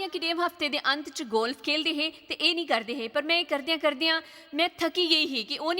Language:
Dogri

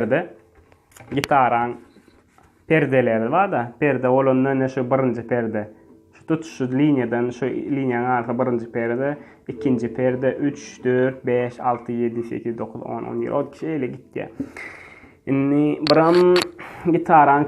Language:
Turkmen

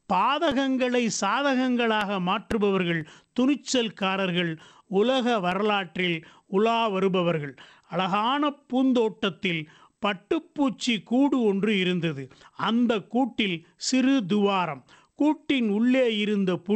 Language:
Tamil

